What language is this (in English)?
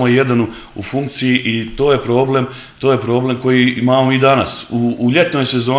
Serbian